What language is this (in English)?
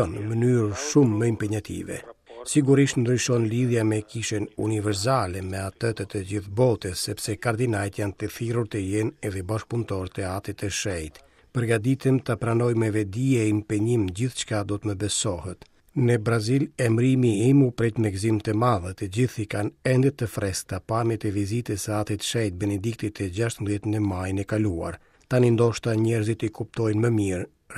Albanian